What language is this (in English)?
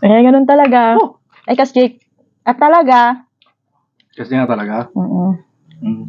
Iloko